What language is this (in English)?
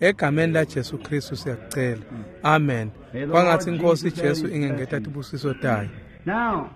Swati